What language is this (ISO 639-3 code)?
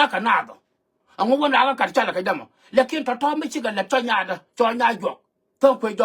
nus